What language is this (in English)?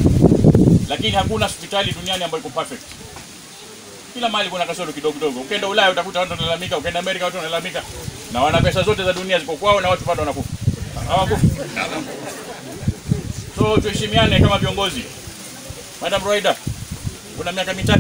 Swahili